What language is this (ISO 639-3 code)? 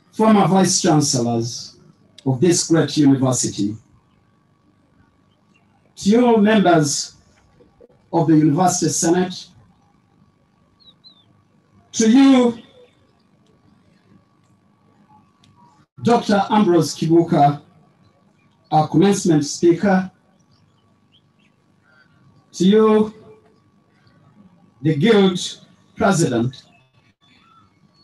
eng